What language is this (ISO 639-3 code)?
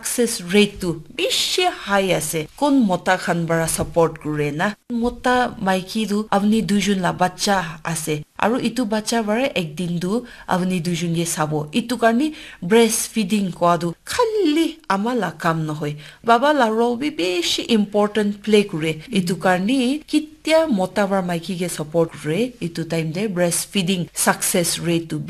nag